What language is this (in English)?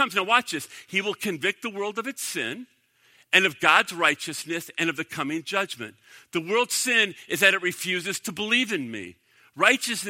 English